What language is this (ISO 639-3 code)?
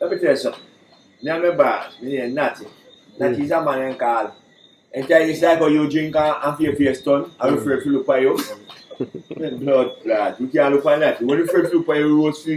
jam